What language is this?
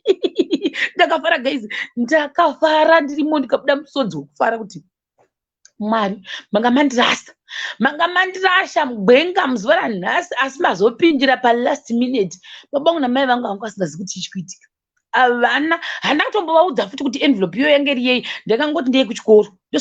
Shona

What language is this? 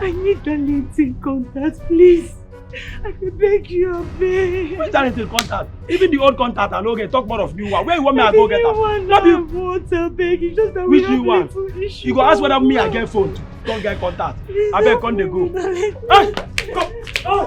Nigerian Pidgin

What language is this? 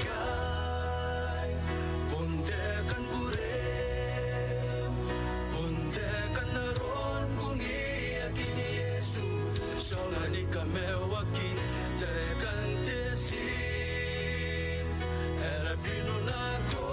Gilbertese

